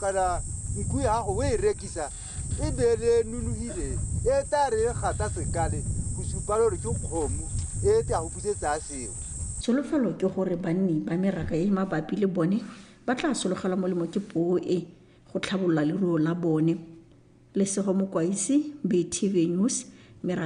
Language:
Tswana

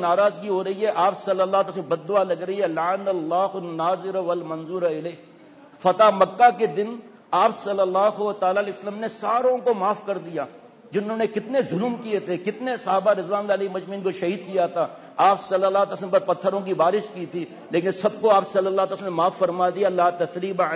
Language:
Urdu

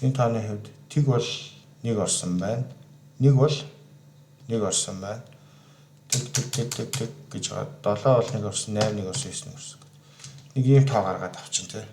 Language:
Mongolian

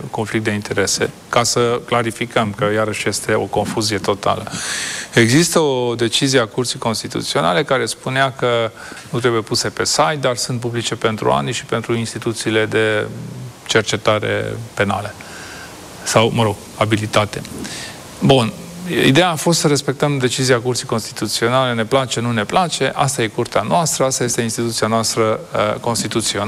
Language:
Romanian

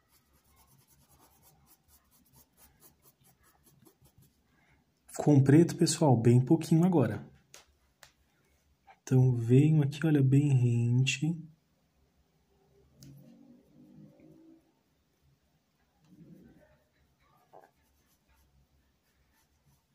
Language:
Portuguese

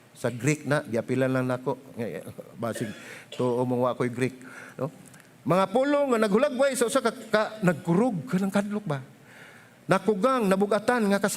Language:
Cebuano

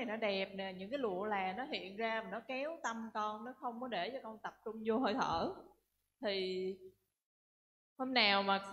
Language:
Vietnamese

